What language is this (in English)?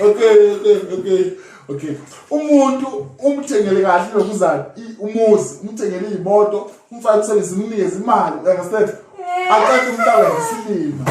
Zulu